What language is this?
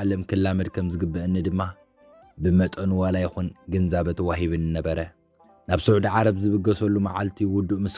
Tigrinya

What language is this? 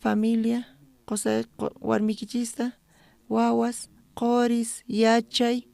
South Bolivian Quechua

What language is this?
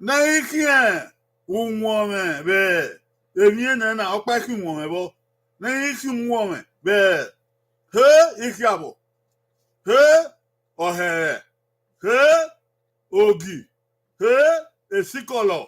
Bini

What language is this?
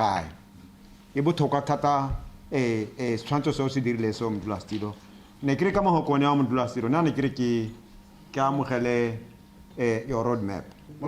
Tswana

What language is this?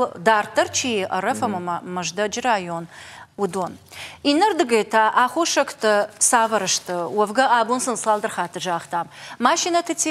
Ossetic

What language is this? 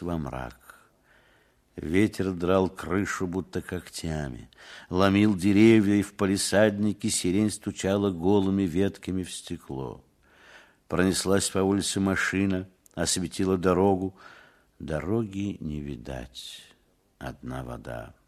Russian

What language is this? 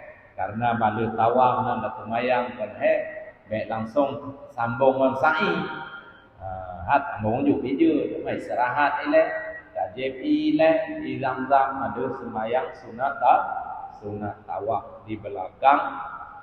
Achinese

